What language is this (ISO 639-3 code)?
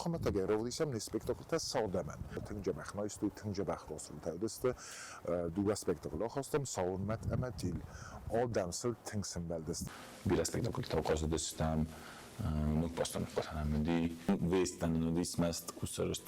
oss